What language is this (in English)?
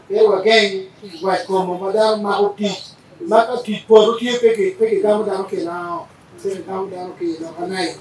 Acoli